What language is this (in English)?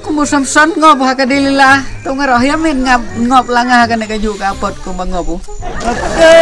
Khasi